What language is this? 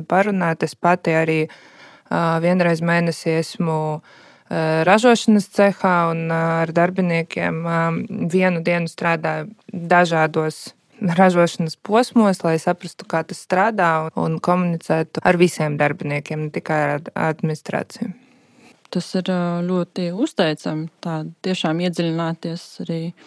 Latvian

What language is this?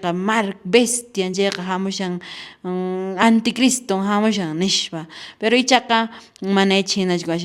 Quechua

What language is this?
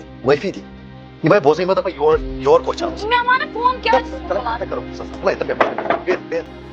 Kashmiri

